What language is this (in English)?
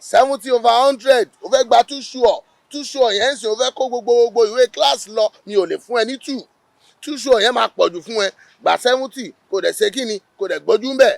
Yoruba